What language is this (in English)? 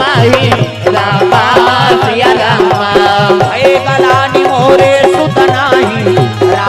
Chhattisgarhi